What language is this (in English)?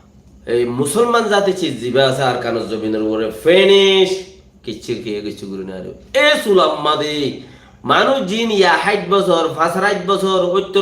Rohingya